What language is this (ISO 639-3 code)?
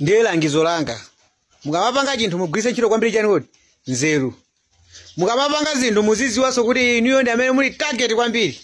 nya